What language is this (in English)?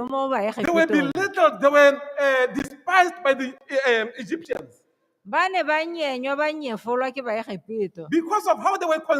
Tswana